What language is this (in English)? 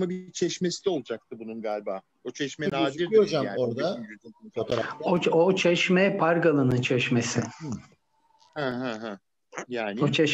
Turkish